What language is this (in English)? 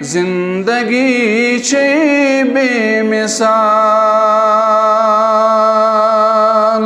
Kashmiri